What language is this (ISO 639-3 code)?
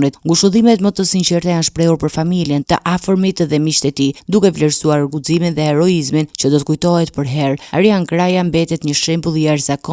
sqi